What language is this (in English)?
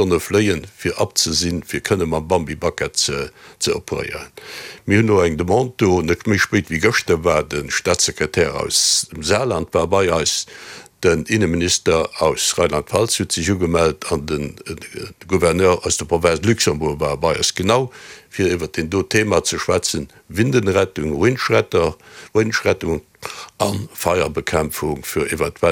Luxembourgish